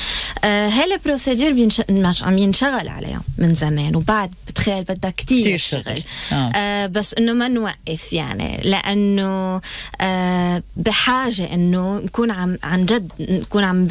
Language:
North Levantine Arabic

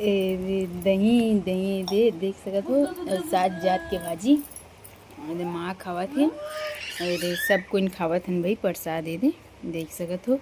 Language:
Chhattisgarhi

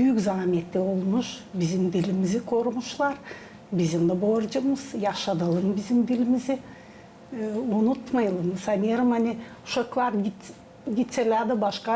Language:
Gagauz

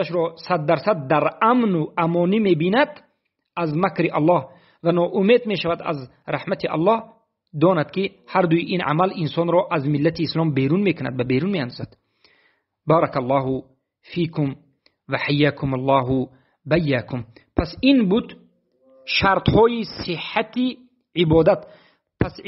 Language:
Tajik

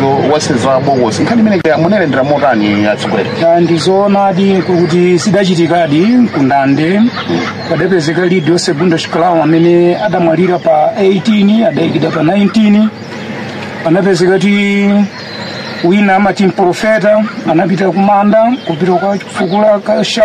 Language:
Nyanja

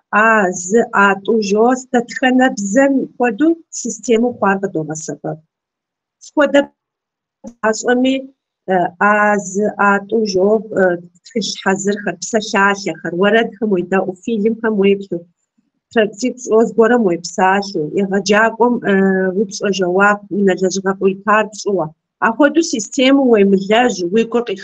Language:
Kabardian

